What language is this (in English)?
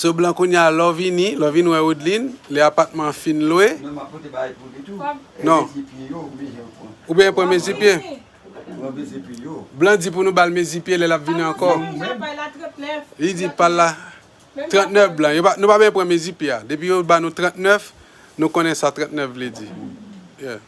Haitian Creole